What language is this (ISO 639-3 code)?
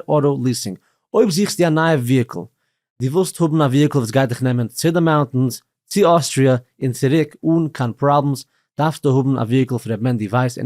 yid